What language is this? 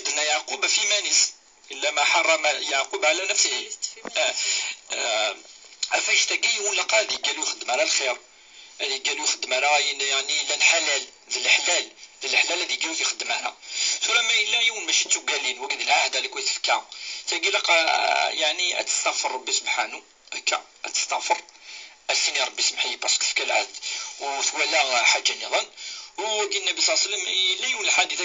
Kabyle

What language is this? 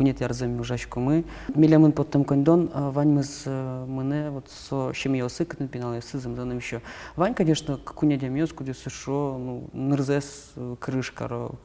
Udmurt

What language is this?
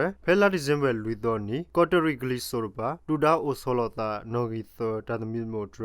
S'gaw Karen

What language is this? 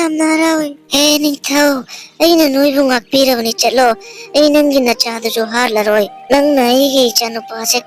Manipuri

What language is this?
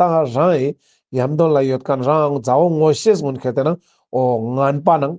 Ladakhi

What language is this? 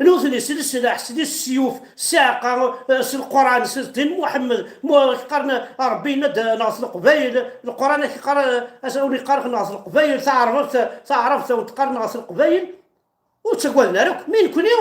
Kabyle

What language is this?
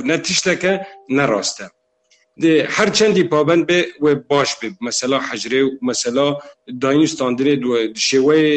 Kurdish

